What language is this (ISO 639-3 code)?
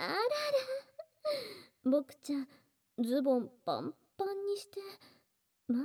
jpn